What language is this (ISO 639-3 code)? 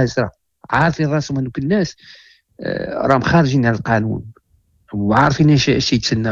ary